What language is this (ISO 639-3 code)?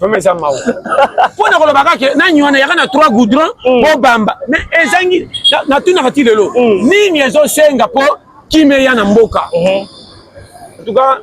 lin